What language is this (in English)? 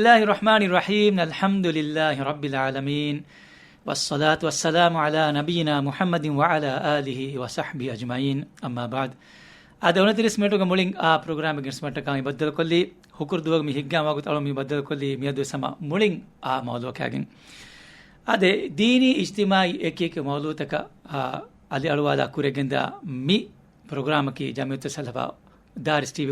Divehi